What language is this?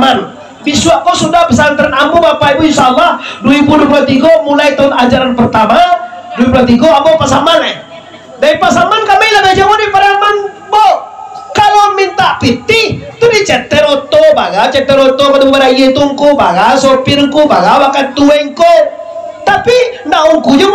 Minangkabau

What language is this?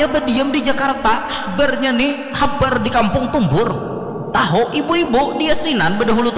Banjar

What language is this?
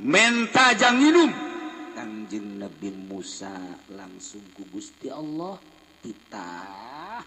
Sundanese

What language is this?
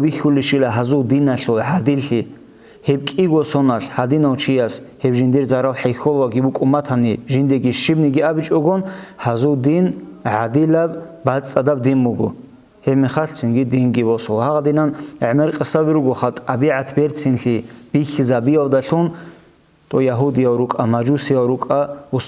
Avaric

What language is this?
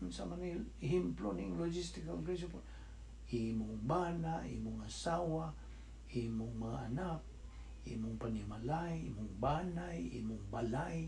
Cebuano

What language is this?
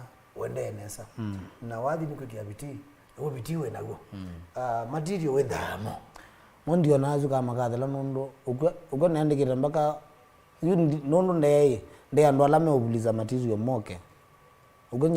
Kamba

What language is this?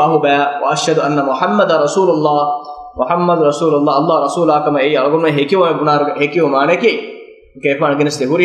Divehi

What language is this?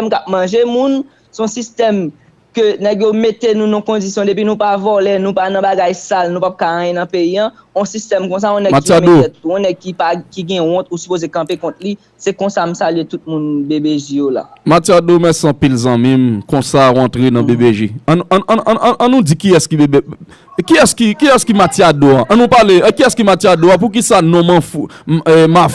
Haitian Creole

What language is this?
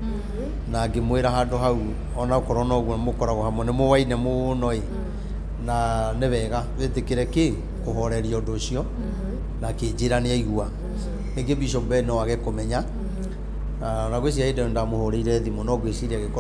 Kikuyu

